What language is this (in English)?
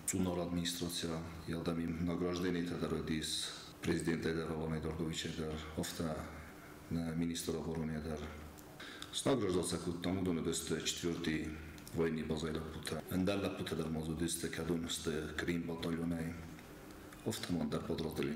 Ossetic